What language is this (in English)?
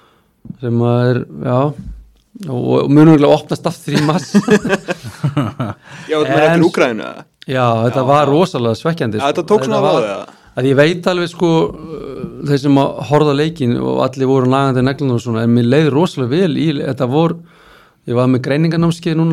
Icelandic